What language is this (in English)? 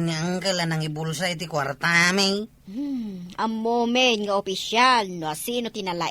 Iloko